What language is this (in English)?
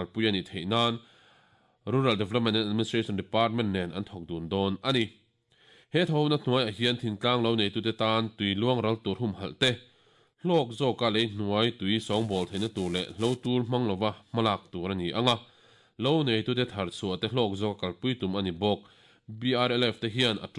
Mizo